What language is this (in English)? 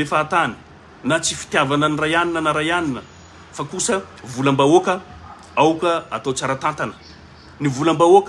Malagasy